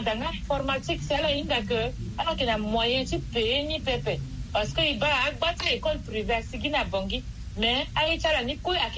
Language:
Sango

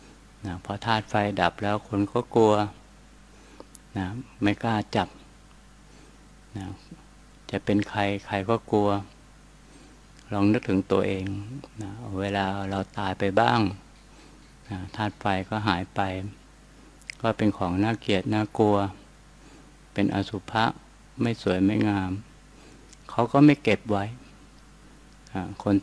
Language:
Thai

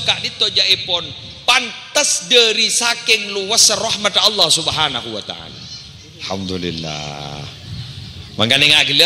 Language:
Madurese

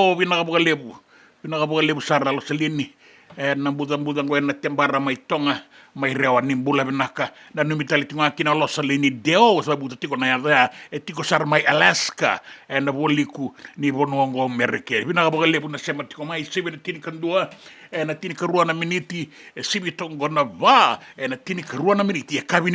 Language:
Fijian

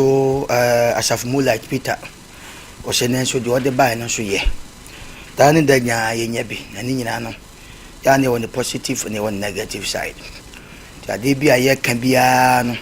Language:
Akan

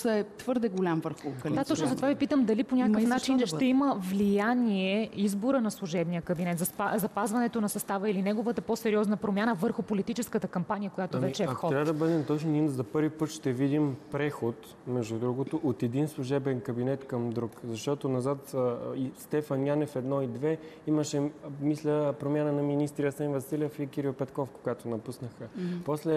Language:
Bulgarian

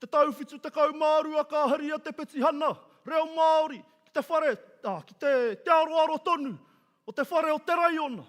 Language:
Māori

